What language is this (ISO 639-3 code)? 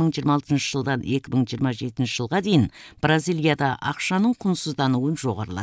kaz